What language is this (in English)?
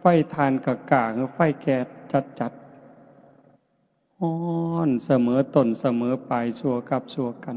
Northeastern Thai